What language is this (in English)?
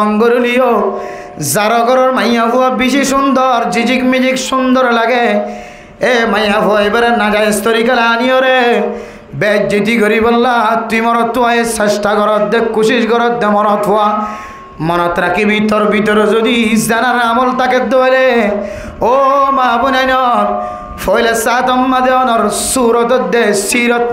Rohingya